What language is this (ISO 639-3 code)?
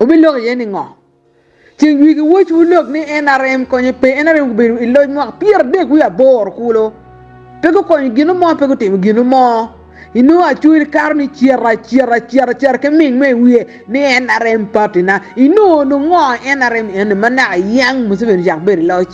ach